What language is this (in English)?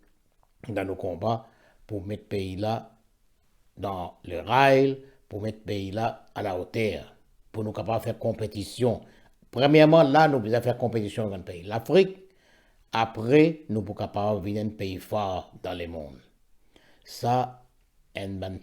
Morisyen